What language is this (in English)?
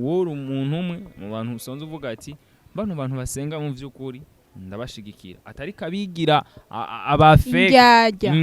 Rundi